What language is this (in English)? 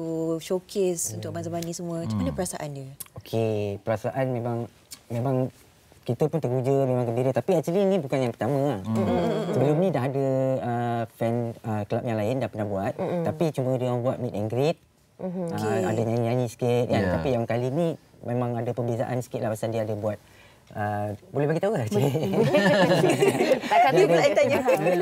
Malay